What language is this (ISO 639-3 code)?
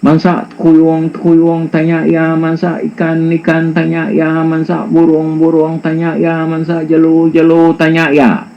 iba